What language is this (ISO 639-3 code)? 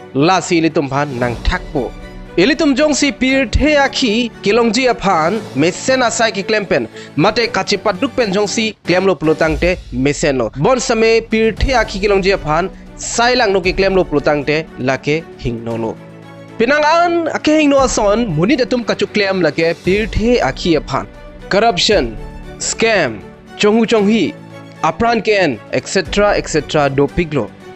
mjw